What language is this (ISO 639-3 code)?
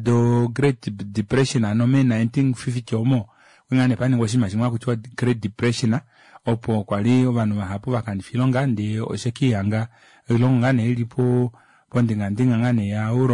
kua